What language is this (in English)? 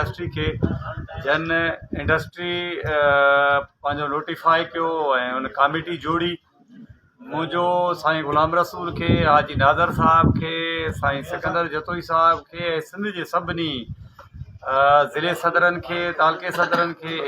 Sindhi